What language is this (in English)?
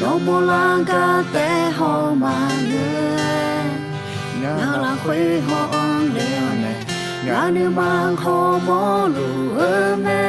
Akha